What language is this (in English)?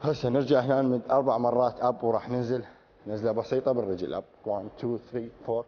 Mesopotamian Arabic